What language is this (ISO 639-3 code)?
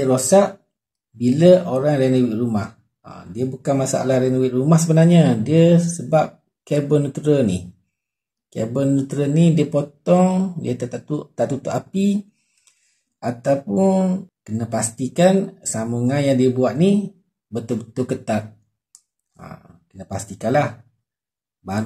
msa